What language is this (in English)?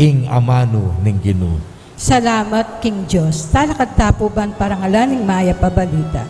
Pampanga